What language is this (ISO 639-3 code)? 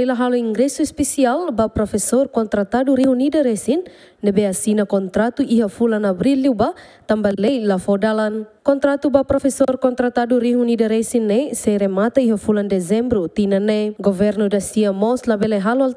tet